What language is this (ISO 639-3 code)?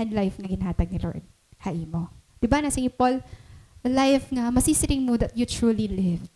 war